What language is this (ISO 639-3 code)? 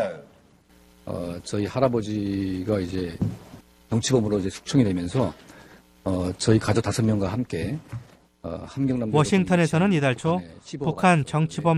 kor